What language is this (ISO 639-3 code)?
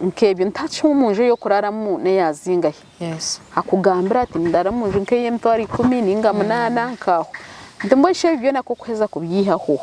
nyn